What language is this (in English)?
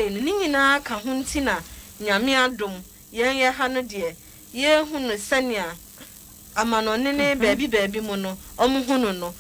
Akan